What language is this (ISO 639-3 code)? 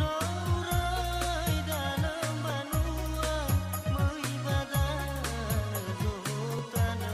nia